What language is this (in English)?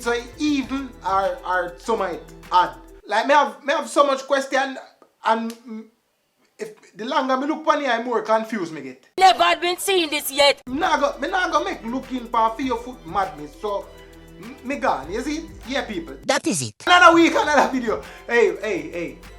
Jamaican Creole English